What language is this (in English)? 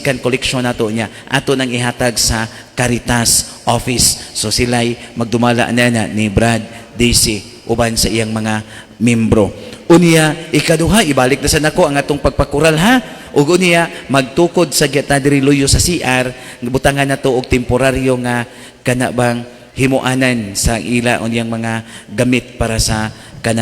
Cebuano